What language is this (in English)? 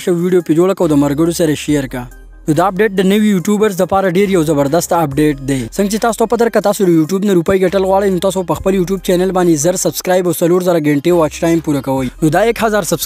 Pashto